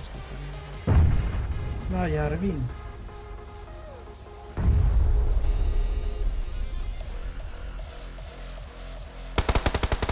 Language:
Swedish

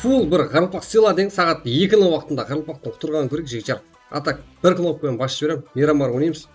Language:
Kara-Kalpak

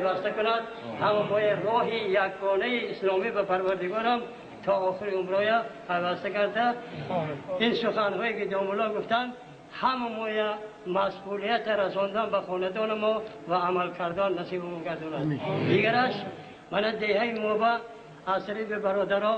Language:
Tajik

